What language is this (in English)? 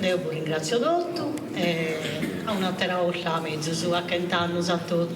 Sardinian